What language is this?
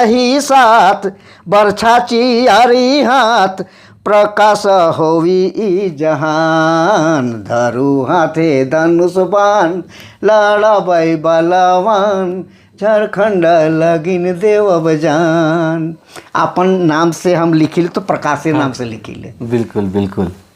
Sadri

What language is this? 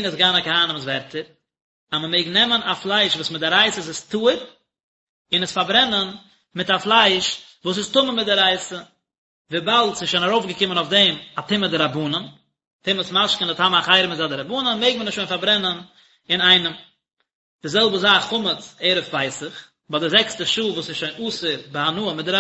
Yiddish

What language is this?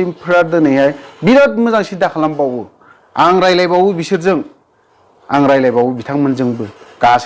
Bodo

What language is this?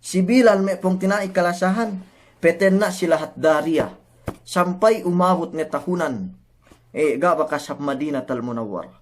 Yakan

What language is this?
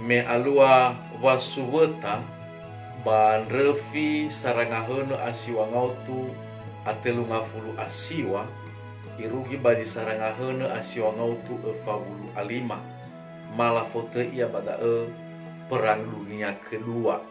Nias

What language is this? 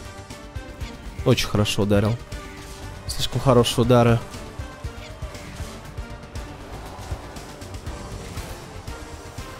Russian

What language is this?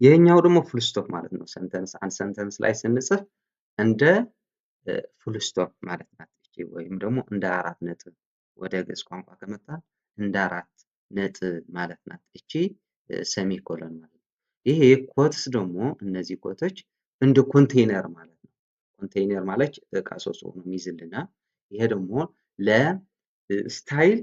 Amharic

